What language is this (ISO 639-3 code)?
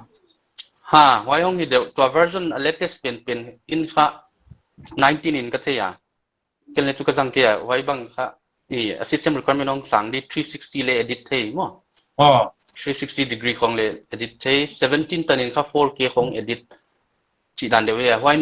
pck